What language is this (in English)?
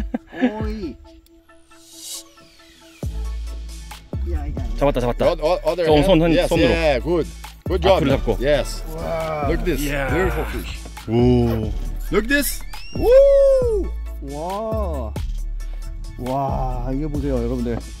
Korean